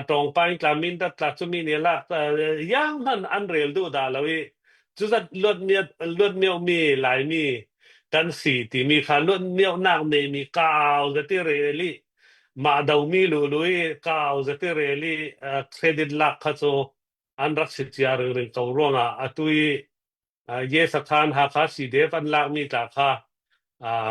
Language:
Hakha Chin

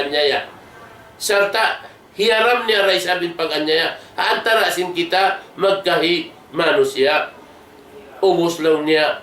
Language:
Tausug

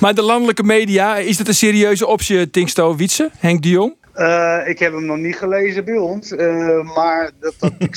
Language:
Western Frisian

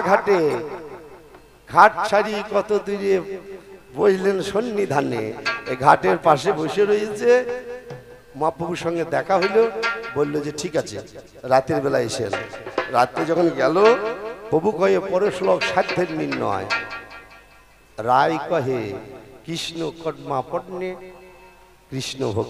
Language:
Bangla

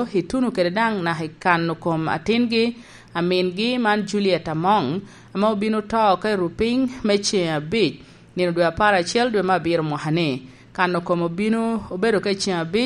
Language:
Lango (Uganda)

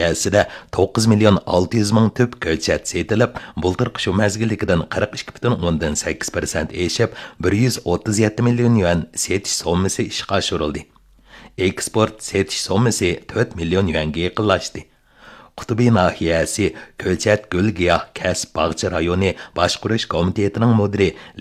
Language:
Uyghur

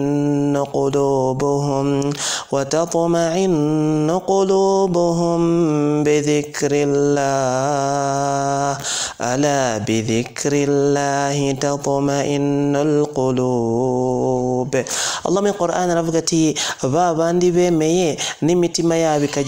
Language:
Kinyarwanda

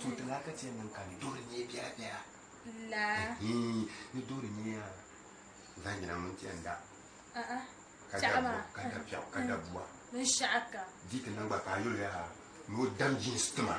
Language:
Dagbani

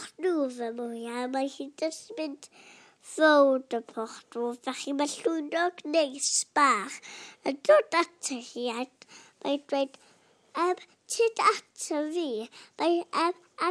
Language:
Welsh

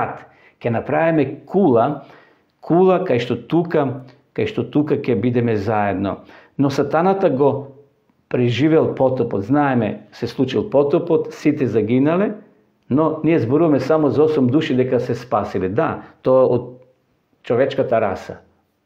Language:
Macedonian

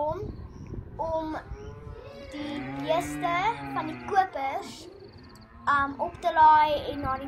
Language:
Afrikaans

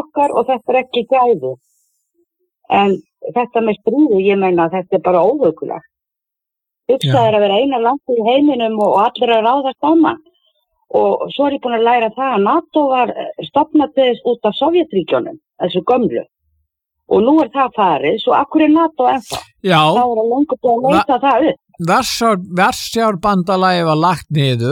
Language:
Icelandic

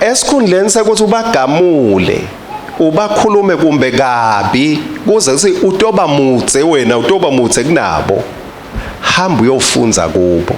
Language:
Swati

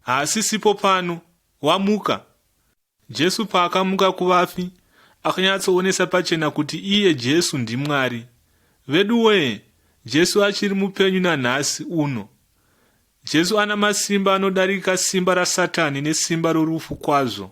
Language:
Shona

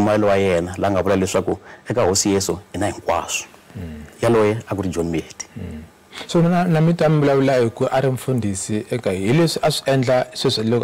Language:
Tsonga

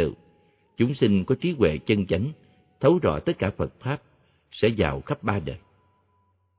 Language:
Vietnamese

